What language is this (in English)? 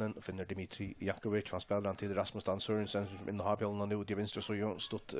Faroese